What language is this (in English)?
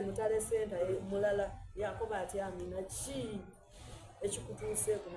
Soga